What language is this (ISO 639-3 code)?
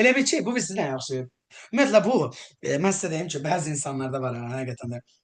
aze